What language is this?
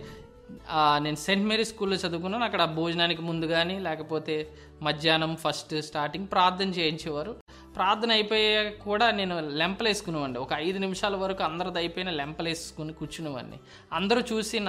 Telugu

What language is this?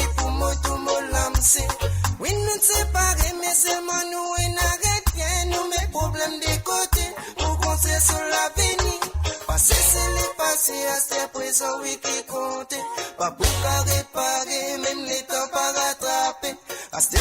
Morisyen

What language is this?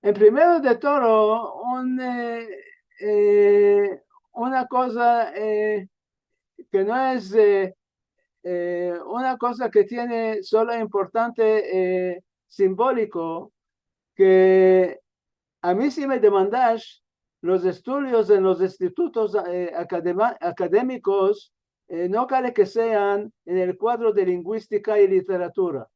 Ladino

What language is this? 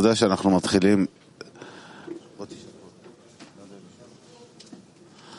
Hebrew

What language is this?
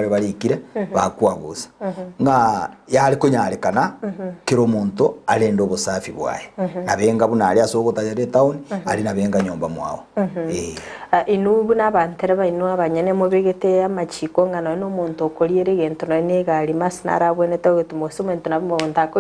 Gusii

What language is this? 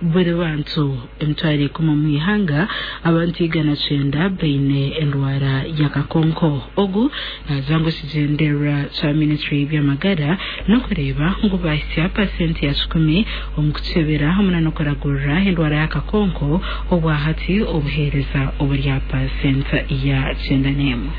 Nyoro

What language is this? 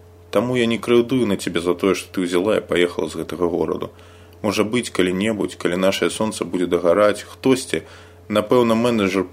Belarusian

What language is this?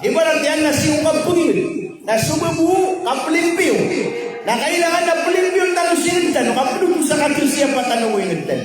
Maranao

